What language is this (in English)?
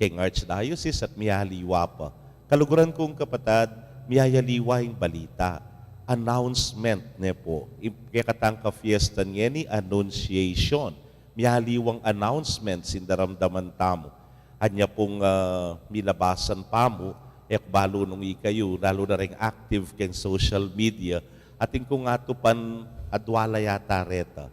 Pampanga